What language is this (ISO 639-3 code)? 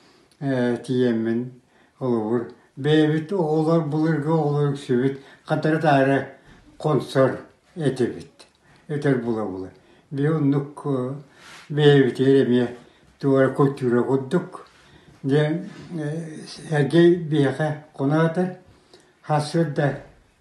sah